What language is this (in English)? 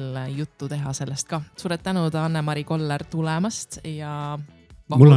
Estonian